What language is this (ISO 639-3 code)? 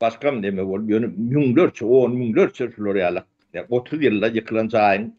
tuk